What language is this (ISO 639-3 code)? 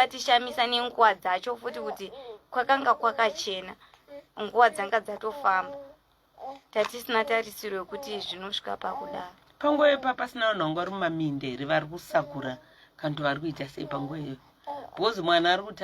sna